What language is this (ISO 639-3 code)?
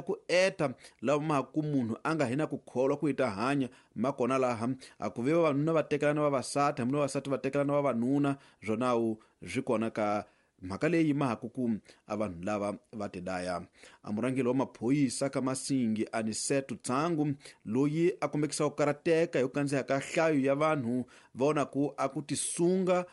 tso